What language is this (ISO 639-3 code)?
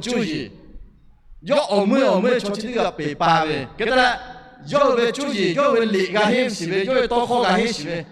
lhu